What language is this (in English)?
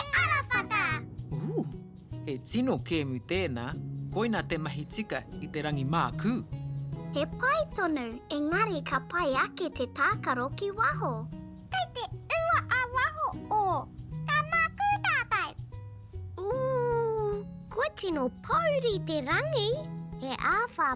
Māori